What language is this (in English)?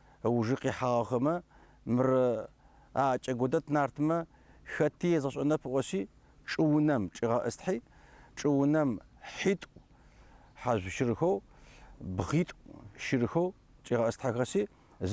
Adyghe